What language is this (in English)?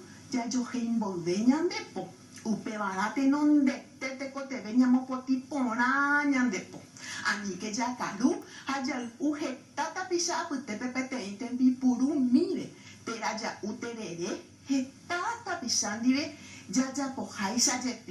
Guarani